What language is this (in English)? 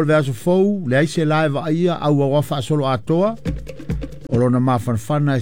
Samoan